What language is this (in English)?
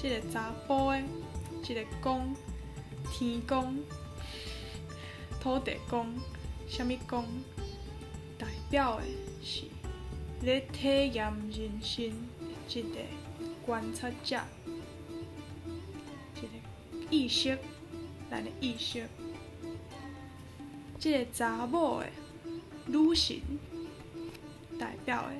Min Nan Chinese